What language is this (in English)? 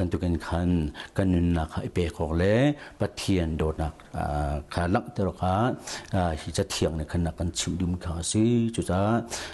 Hakha Chin